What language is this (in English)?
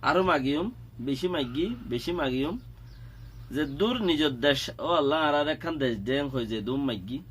Rohingya